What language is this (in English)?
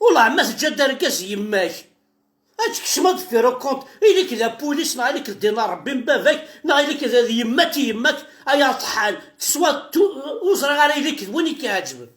Kabyle